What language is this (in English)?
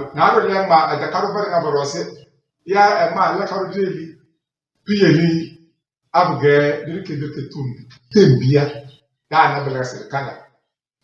Tem